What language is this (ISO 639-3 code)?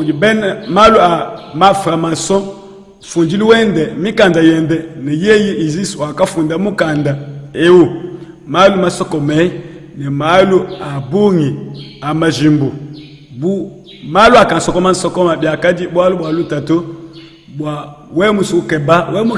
lua